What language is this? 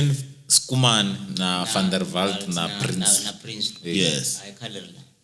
Tsonga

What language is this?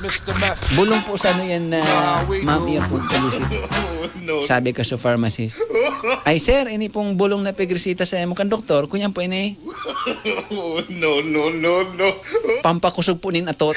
Bikol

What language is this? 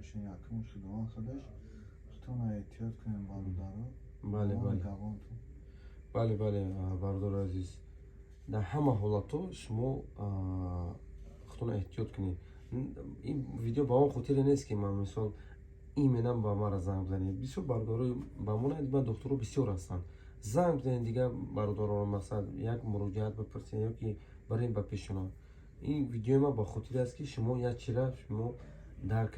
Tajik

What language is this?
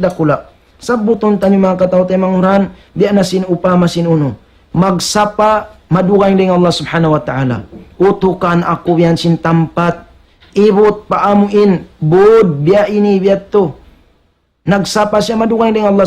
Tausug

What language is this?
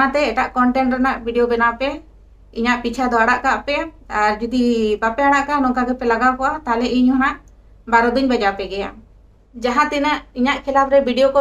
Santali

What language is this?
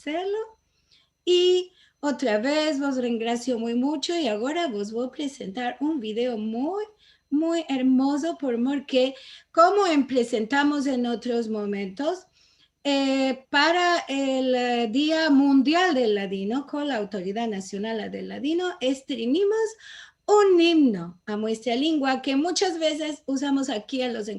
Ladino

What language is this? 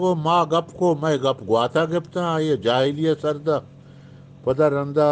Eastern Balochi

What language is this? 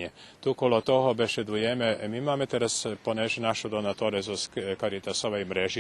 Rusyn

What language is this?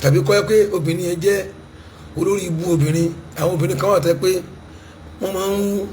Yoruba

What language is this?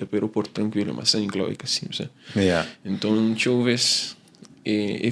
Kabuverdianu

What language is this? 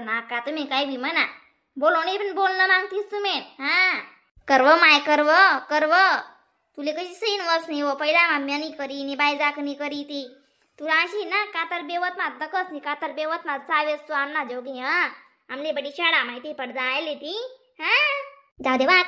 Khandesi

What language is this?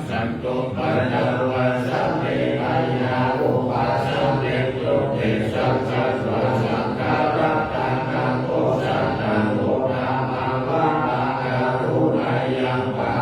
Pali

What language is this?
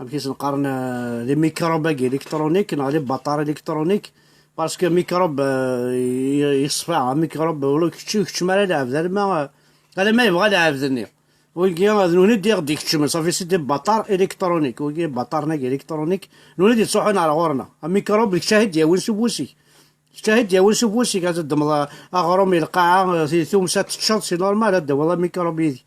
Kabyle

